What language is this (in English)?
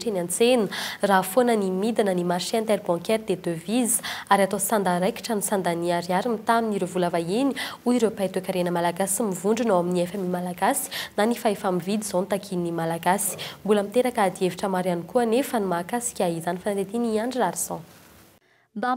Malagasy